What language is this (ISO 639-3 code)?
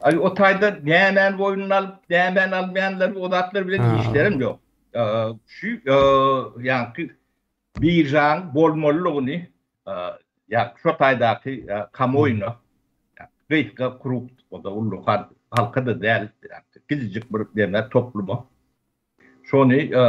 tuk